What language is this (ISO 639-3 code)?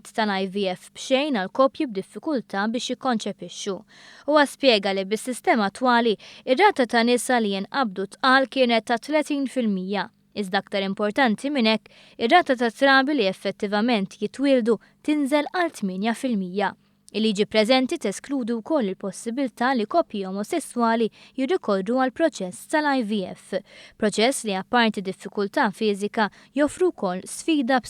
mlt